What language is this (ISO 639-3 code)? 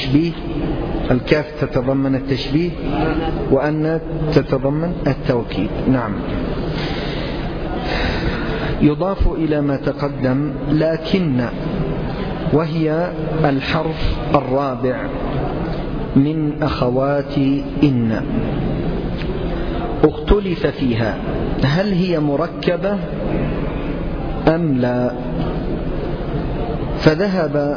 ara